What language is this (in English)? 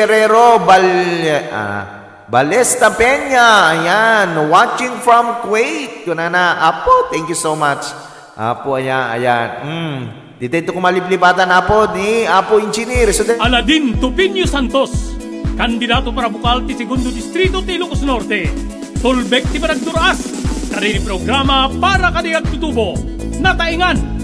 Iloko